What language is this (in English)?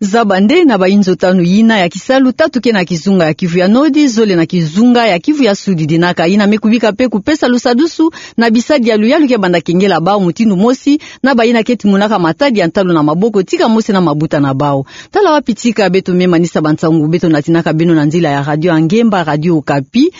Kituba (Democratic Republic of Congo)